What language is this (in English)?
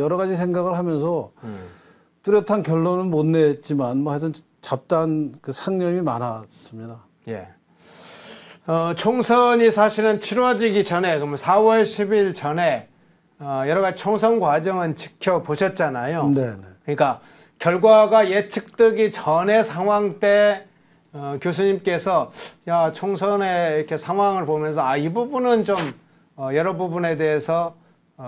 Korean